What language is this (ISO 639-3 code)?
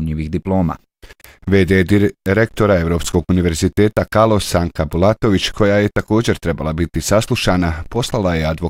bos